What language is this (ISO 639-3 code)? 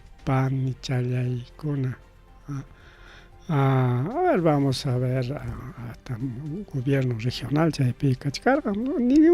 quy